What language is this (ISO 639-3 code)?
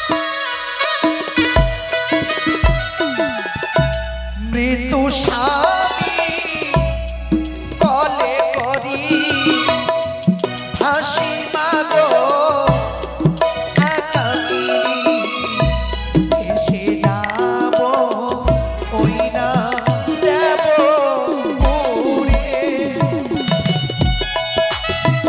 ben